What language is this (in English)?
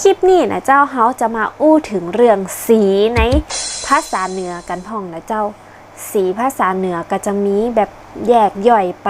Northern Thai